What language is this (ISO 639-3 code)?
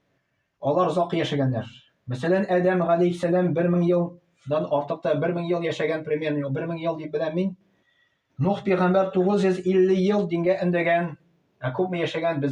tat